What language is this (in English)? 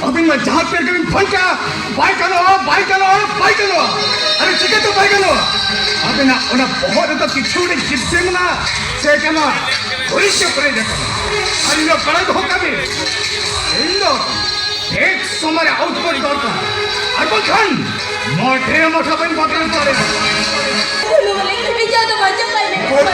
Santali